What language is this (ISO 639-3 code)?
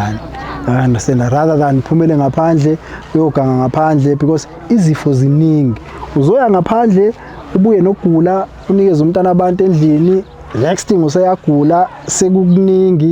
zul